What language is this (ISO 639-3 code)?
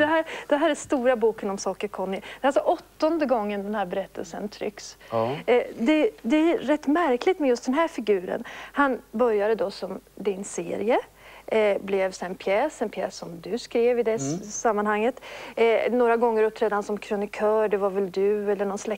swe